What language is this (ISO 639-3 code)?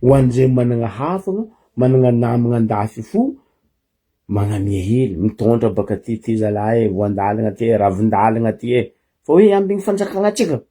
mlg